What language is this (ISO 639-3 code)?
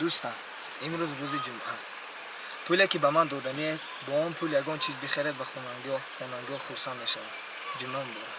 tgk